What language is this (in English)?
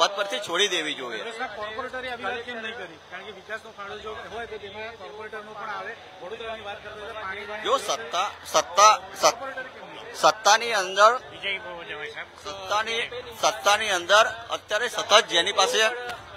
Gujarati